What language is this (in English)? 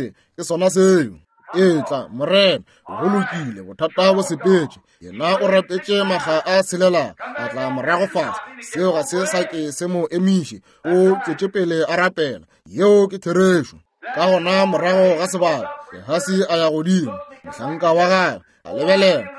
Northern Sotho